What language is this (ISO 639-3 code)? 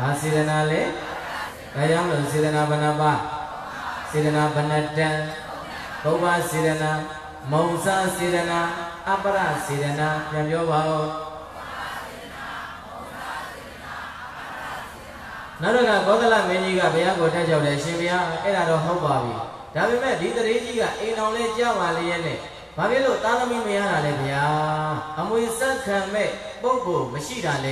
mya